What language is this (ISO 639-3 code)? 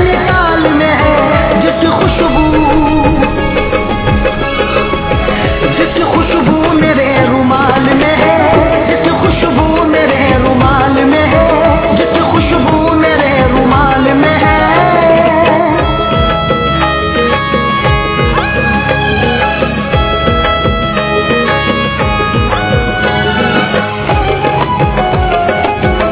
hin